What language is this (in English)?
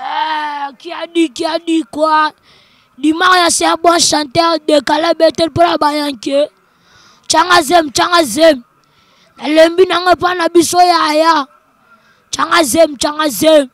Lingala